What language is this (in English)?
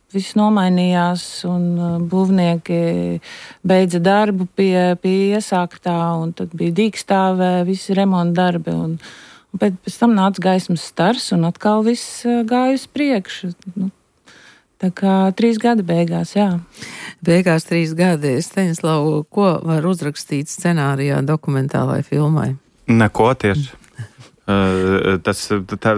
Latvian